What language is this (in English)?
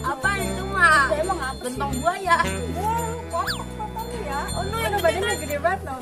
Betawi